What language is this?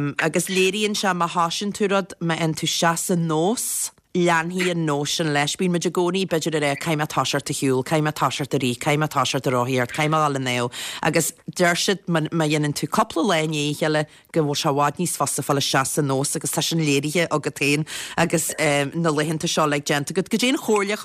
Irish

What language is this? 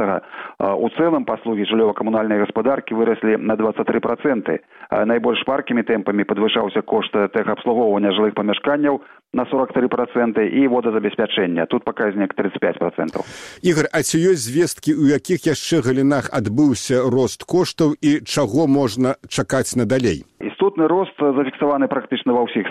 Belarusian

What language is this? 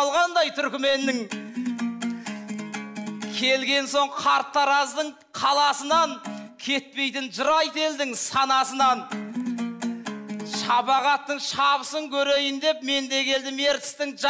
Kazakh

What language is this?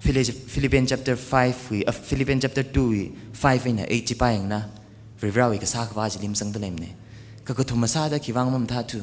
Tangkhul Naga (India)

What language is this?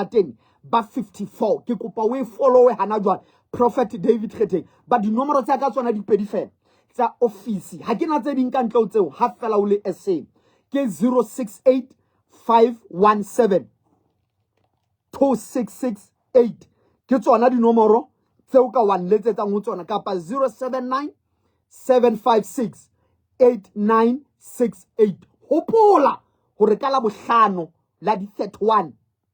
Southern Sotho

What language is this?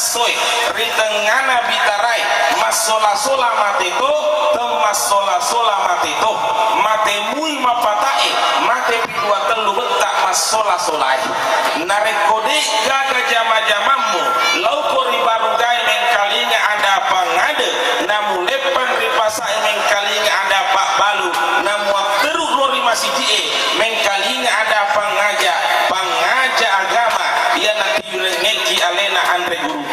Buginese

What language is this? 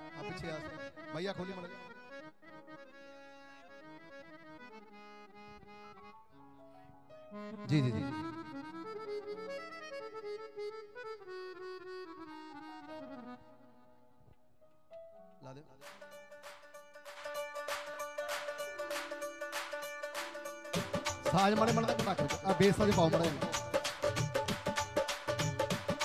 Punjabi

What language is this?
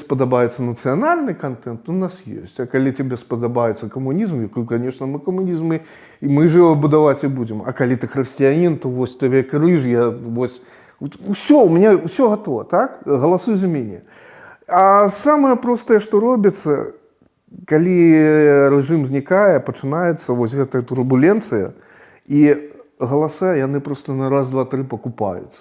Belarusian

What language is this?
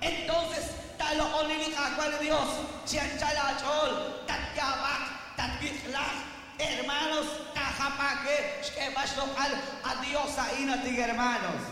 Kekchí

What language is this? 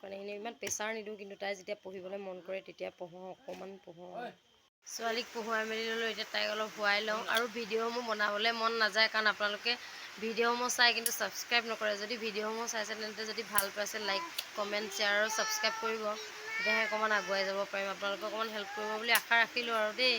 Assamese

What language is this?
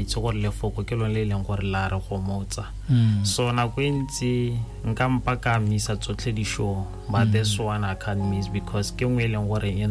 Tswana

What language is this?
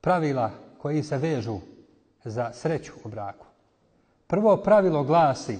Bosnian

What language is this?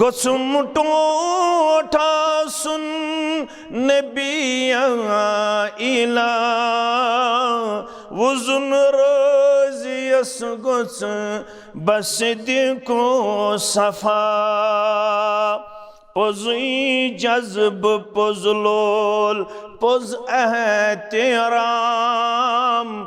Kashmiri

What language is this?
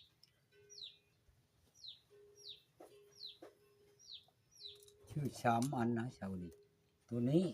Northeastern Thai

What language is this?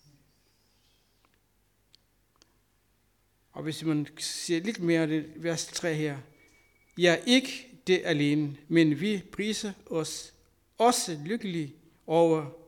Danish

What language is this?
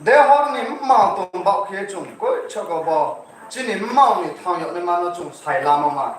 Riang (India)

